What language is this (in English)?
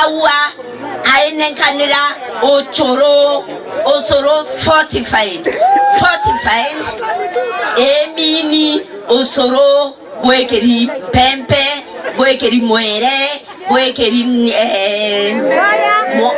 Meru